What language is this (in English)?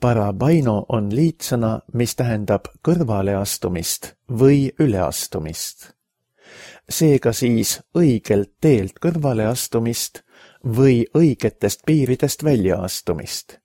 Estonian